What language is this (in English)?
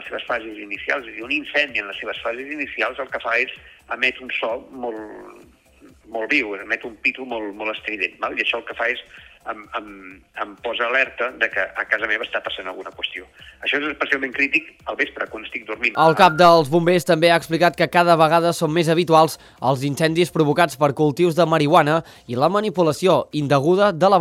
Catalan